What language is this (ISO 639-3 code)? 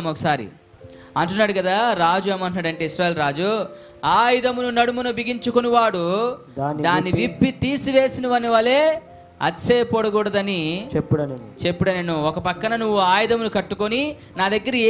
tel